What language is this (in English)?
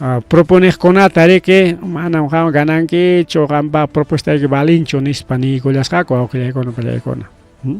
Ayacucho Quechua